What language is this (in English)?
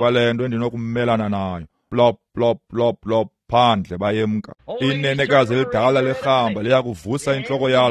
Xhosa